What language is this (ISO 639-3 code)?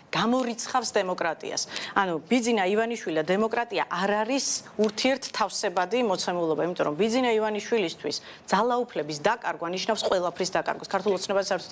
kat